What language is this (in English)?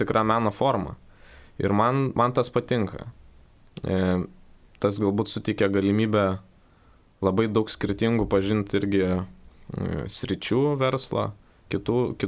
Lithuanian